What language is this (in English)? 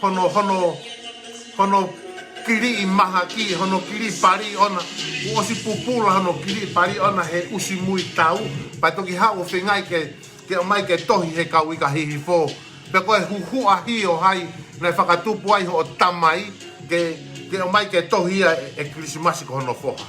Tongan